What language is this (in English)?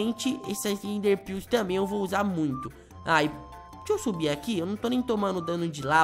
Portuguese